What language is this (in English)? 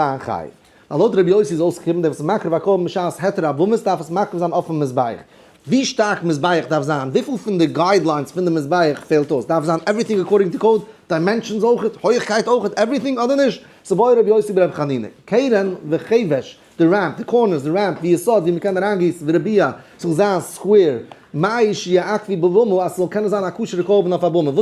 Yiddish